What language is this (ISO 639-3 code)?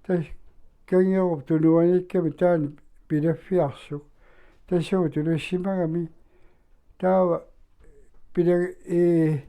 kal